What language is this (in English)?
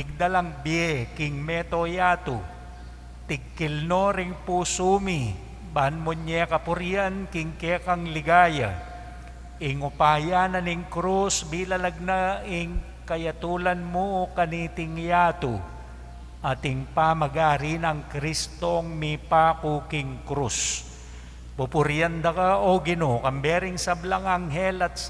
Pampanga